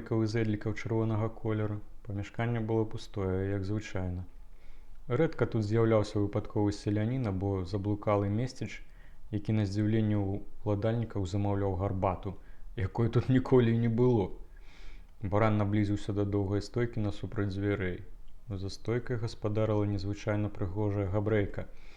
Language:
Belarusian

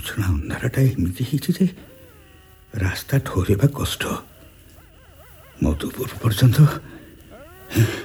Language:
Odia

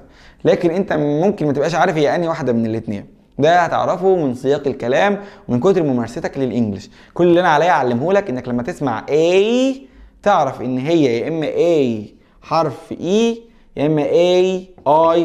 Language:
Egyptian Arabic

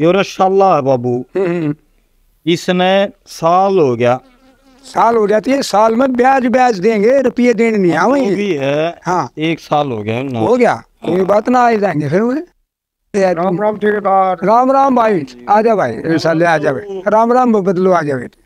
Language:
Haryanvi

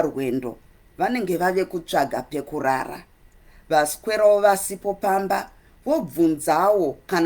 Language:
Shona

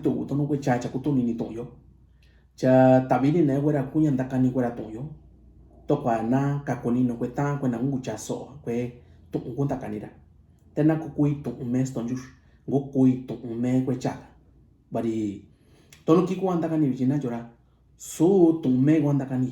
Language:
Mixtepec Mixtec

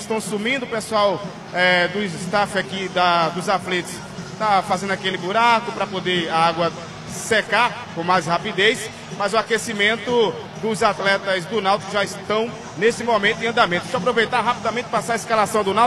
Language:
Portuguese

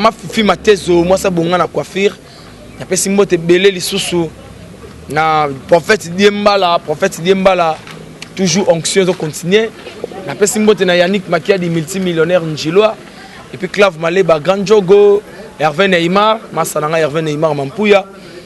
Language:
Lingala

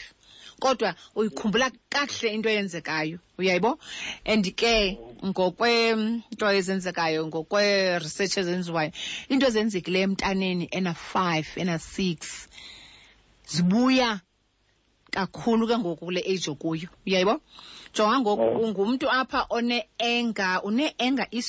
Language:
Xhosa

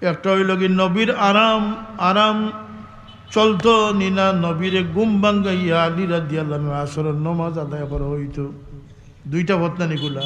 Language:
Sylheti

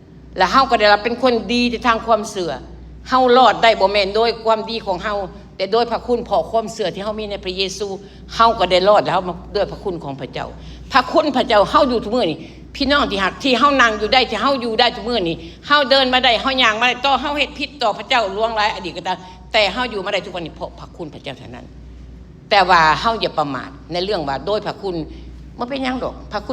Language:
Lao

